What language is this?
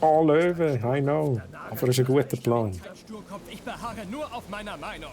Swiss German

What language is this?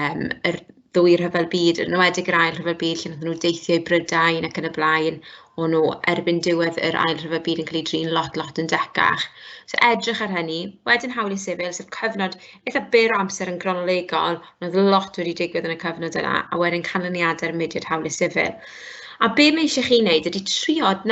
Welsh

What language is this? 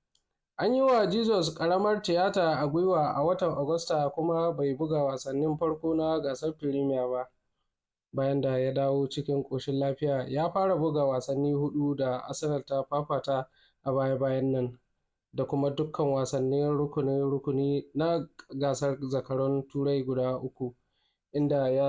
Hausa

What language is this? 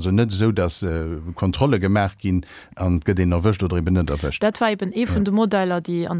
Luxembourgish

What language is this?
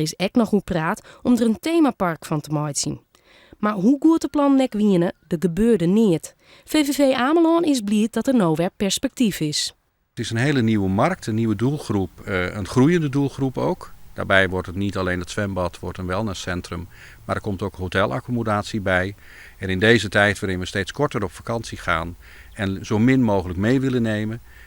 Western Frisian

